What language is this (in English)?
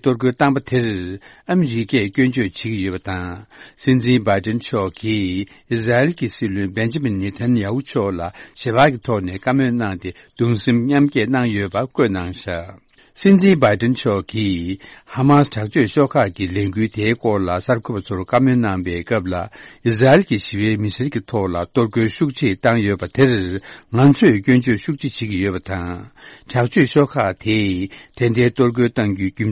Tibetan